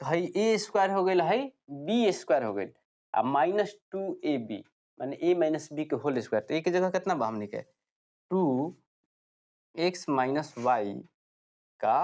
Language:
Bhojpuri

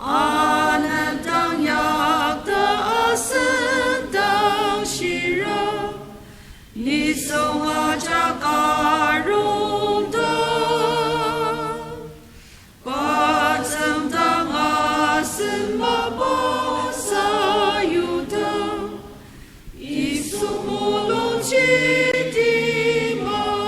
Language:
Ao Naga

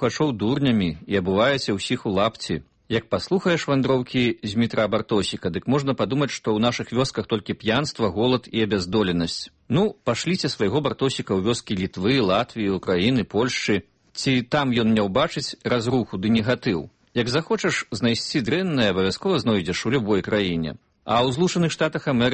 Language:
Belarusian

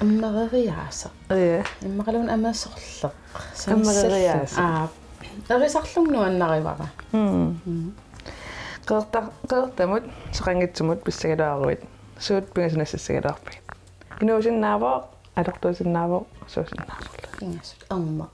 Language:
Kalaallisut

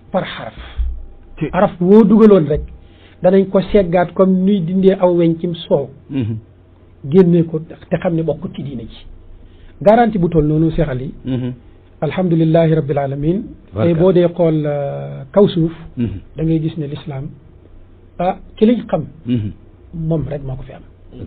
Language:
Wolof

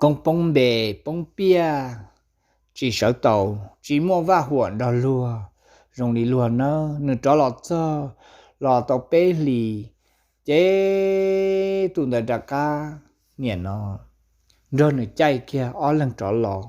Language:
Hmong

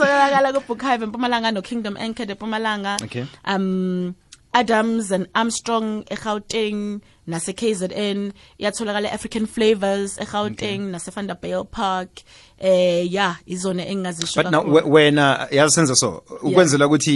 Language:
South Ndebele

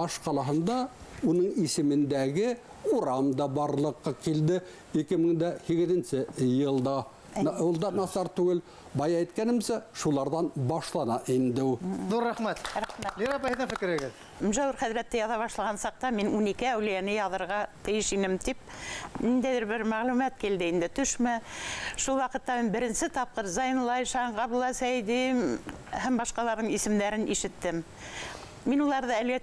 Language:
Bashkir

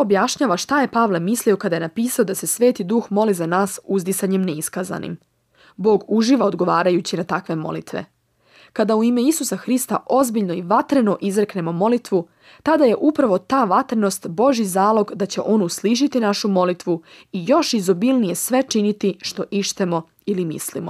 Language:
Serbian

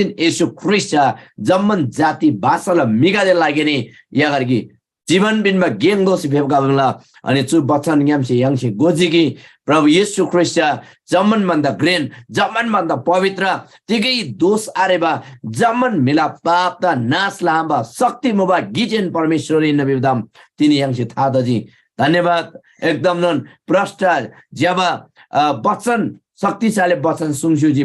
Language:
Eastern Tamang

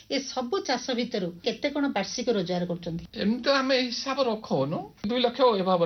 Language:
Odia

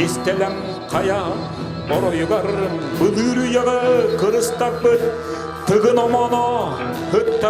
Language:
Yakut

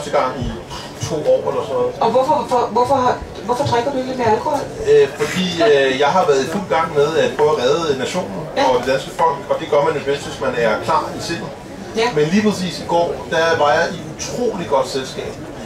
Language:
Danish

